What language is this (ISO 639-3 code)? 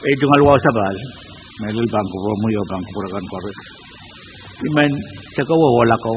pon